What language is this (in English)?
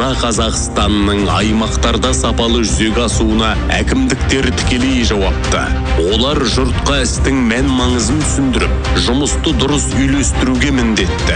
Kazakh